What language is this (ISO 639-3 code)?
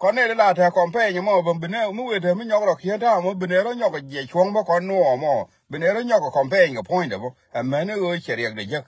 nus